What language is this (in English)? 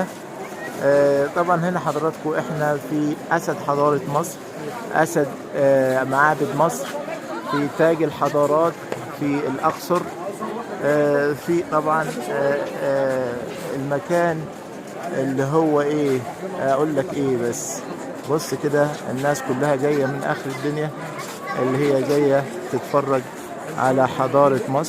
Egyptian Arabic